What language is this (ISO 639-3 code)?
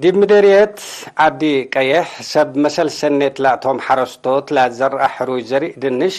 tig